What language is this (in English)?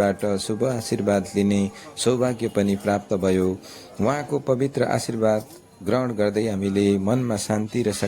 Nepali